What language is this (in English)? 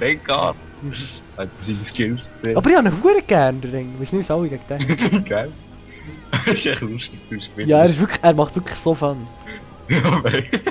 Swiss German